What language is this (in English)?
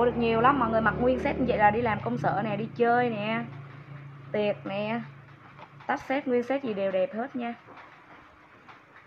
Vietnamese